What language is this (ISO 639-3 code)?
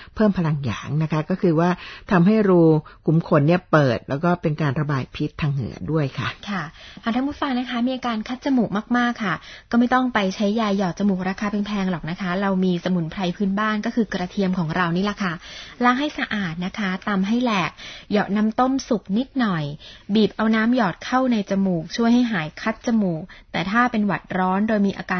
tha